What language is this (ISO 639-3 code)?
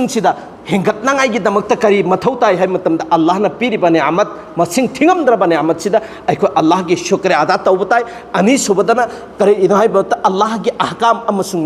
mni